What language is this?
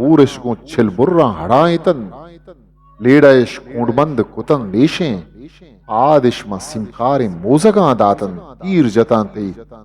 Eastern Balochi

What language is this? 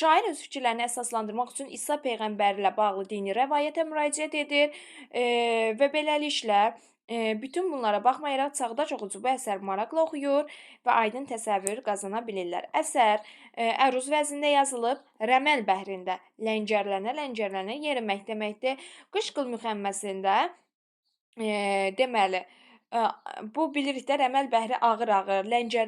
Azerbaijani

